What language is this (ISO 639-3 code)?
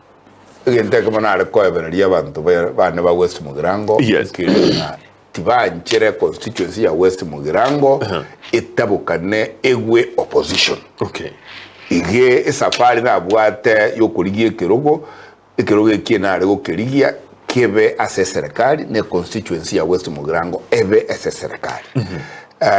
guz